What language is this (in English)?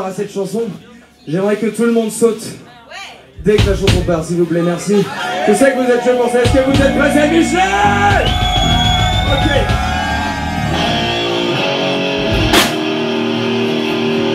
French